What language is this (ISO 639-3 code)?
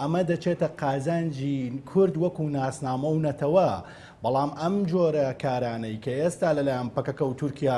ckb